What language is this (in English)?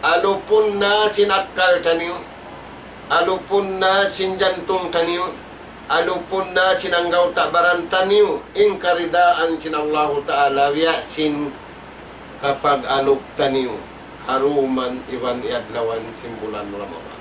Tausug